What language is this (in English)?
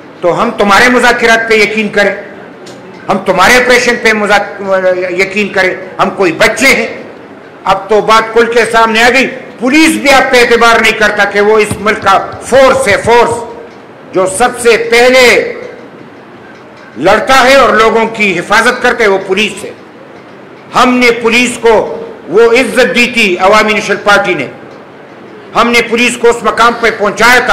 Urdu